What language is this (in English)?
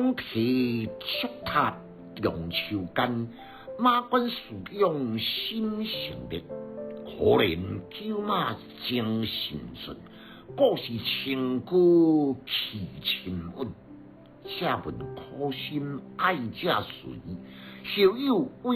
Min Nan Chinese